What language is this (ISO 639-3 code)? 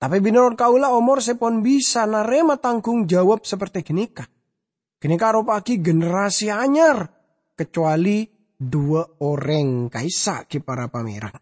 mad